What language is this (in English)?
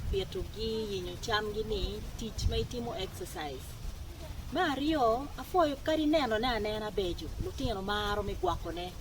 Acoli